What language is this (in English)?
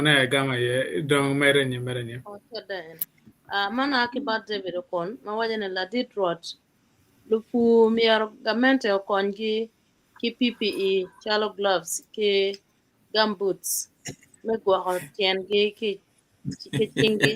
Acoli